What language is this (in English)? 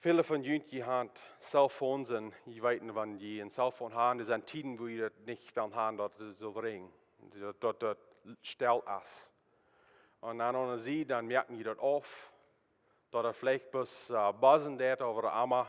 Plautdietsch